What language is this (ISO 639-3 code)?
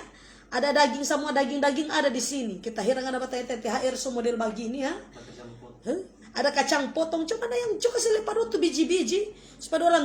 xmm